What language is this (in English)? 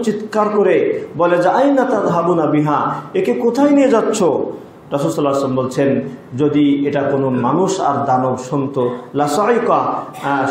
Bangla